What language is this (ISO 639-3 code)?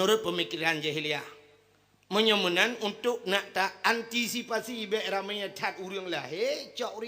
ace